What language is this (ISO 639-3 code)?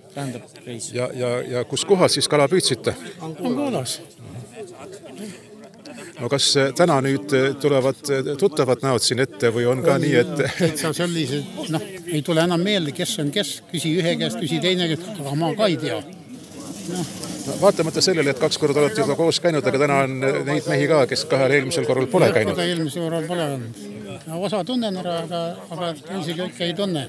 est